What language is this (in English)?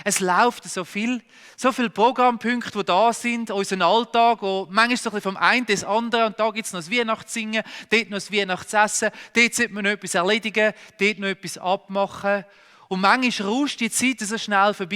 Swiss German